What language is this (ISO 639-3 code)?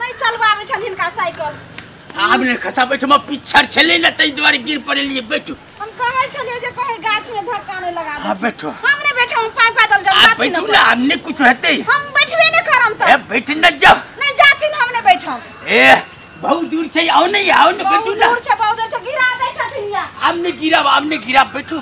mai